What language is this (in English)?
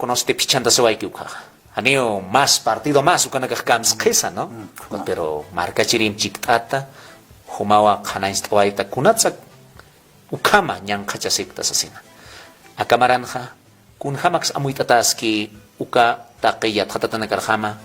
Aymara